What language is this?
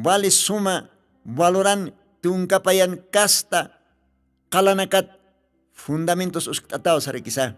Aymara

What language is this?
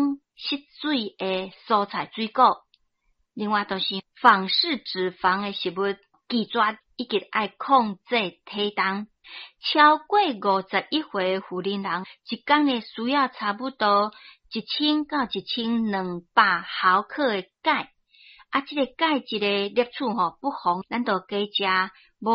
Min Nan Chinese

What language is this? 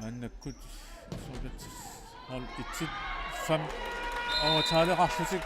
Kalaallisut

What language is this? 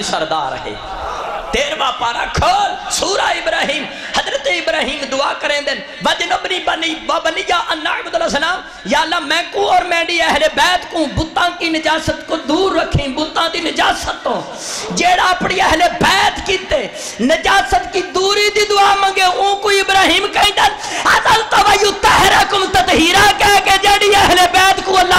Saraiki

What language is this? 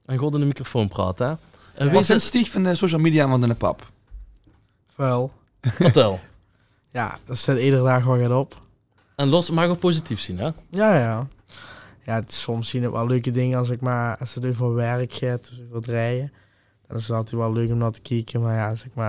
Limburgish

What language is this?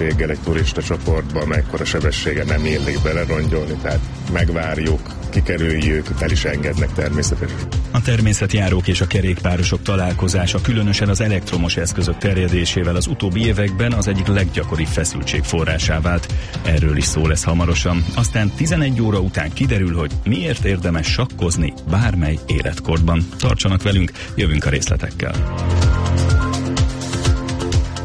Hungarian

